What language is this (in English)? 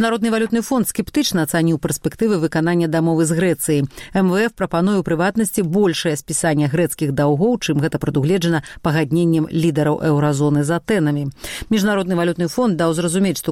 Belarusian